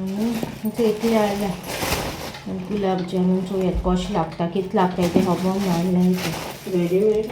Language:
Konkani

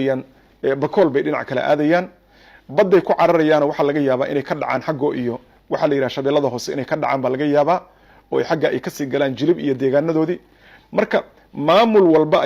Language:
Somali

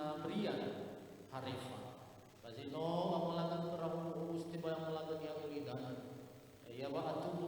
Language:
Nias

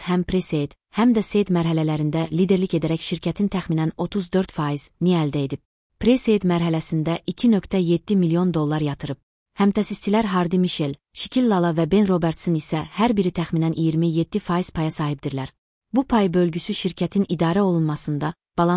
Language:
Azerbaijani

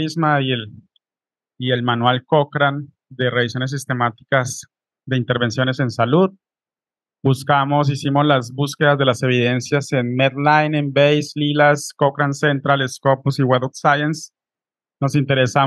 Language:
Spanish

